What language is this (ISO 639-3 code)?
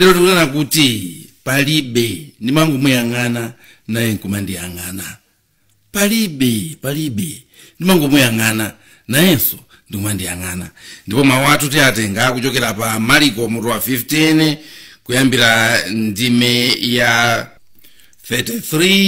nya